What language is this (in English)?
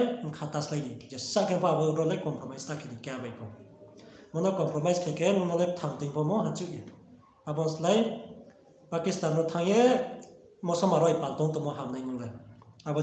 Riang (India)